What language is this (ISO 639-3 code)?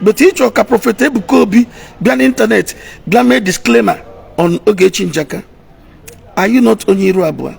ibo